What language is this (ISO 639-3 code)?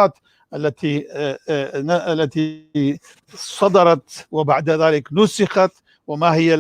apc